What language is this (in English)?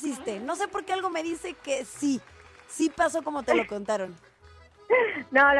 Spanish